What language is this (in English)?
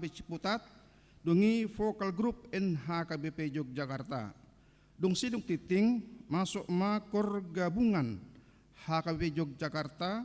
Batak Toba